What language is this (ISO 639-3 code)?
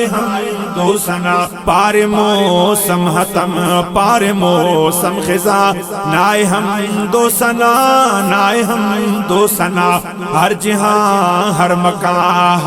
brh